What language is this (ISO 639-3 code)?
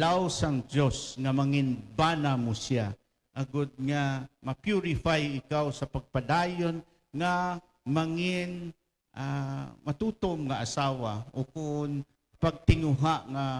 hil